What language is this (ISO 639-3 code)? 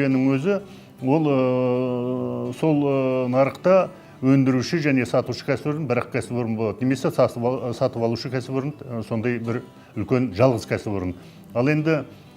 kaz